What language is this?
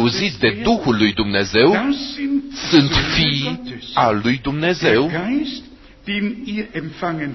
Romanian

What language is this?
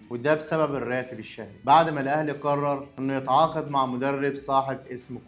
Egyptian Arabic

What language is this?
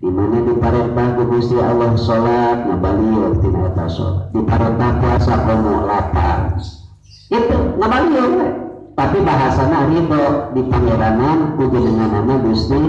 Sundanese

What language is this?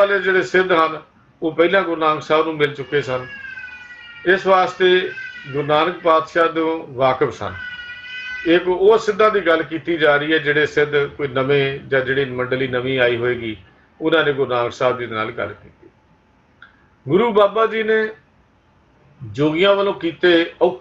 Punjabi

